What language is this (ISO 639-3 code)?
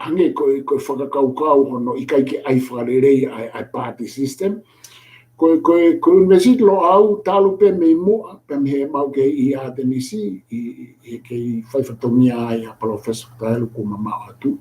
ton